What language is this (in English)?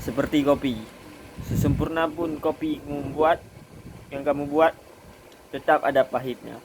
Achinese